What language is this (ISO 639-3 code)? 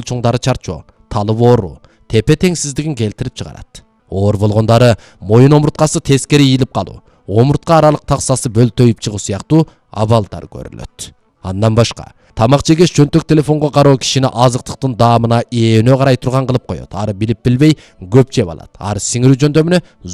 kir